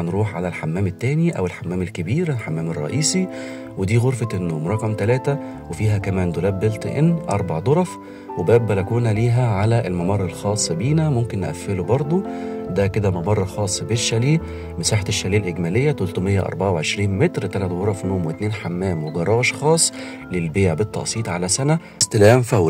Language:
Egyptian Arabic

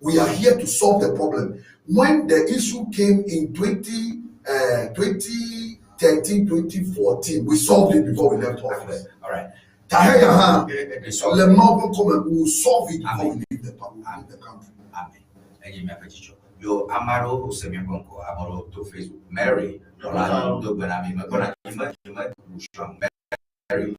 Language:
Ewe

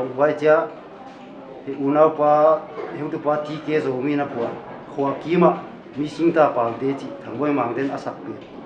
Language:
Paite Chin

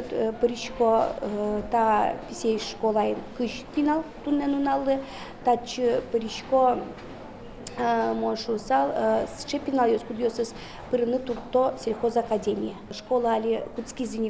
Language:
Udmurt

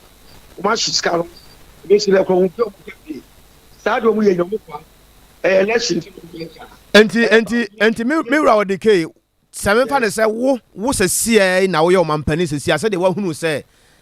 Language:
Akan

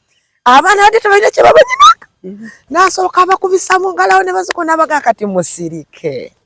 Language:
Ganda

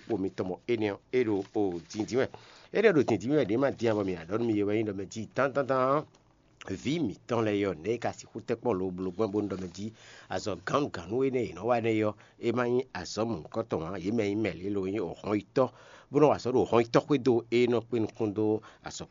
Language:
Fon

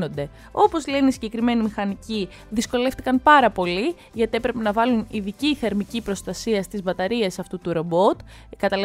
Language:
Greek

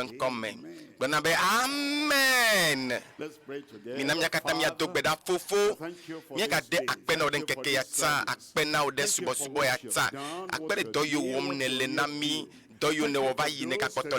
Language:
Ewe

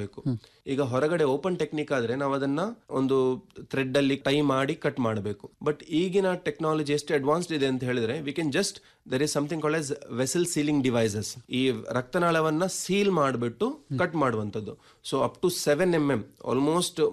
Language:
Kannada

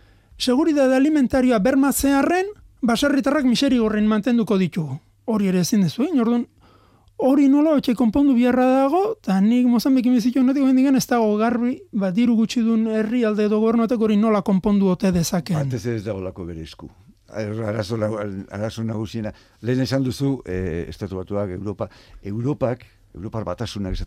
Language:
Basque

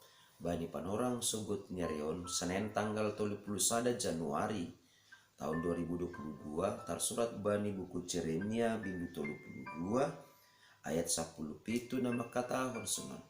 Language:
Batak Simalungun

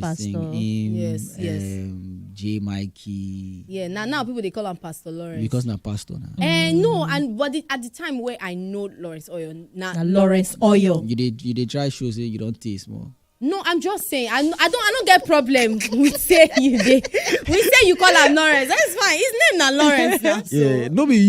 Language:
Nigerian Pidgin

